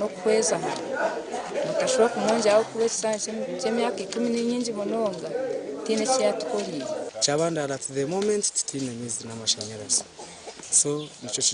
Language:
Nyankole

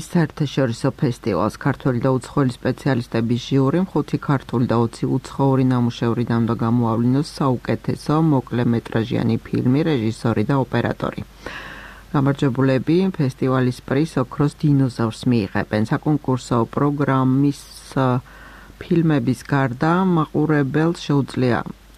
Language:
Georgian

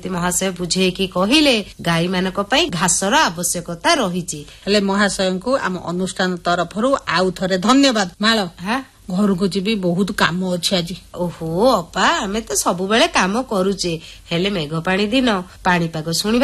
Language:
Odia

